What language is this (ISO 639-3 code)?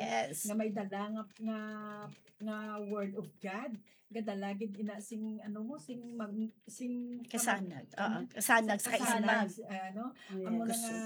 hil